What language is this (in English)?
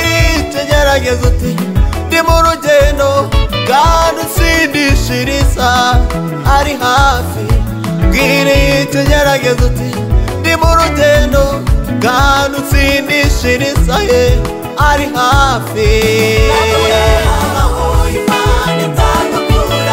Kinyarwanda